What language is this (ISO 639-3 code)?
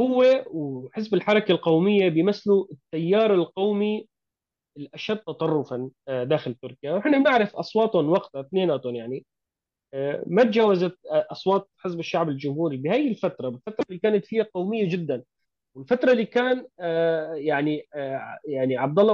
apc